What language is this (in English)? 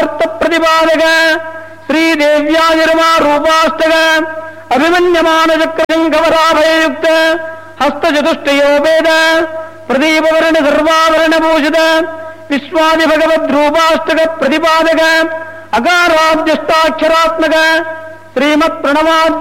Sanskrit